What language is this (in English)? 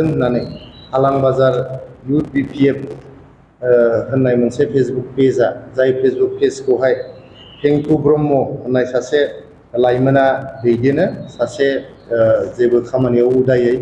Bodo